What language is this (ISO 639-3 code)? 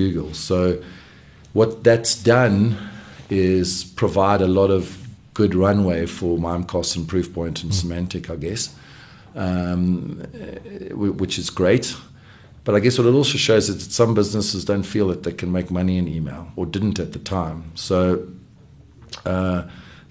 eng